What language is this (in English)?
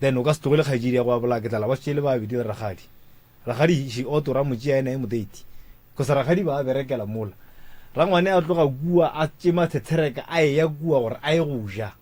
Northern Sotho